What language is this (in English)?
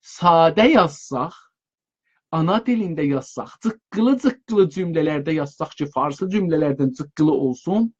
South Azerbaijani